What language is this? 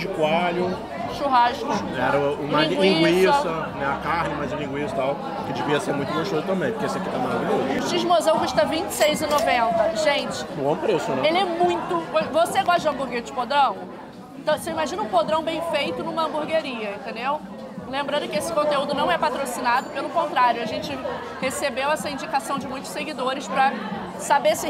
Portuguese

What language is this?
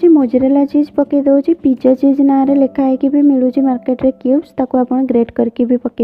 Odia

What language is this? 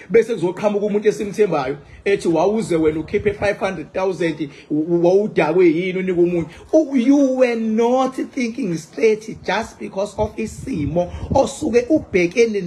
Zulu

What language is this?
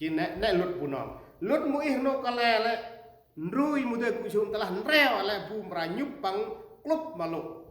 Central Mnong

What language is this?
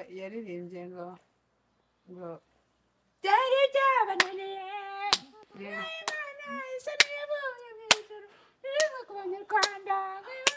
Kinyarwanda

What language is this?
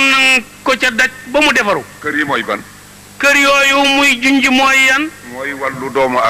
Wolof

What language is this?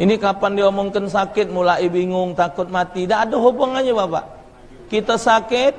Musi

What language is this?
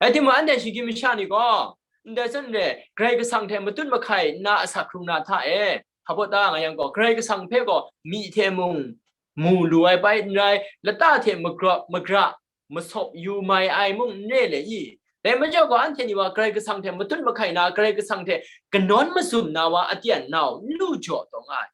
Kachin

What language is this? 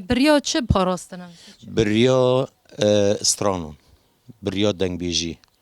Kurdish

